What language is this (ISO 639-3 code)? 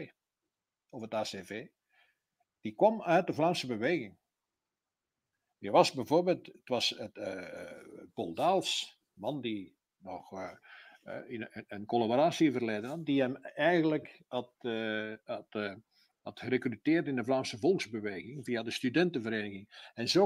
nld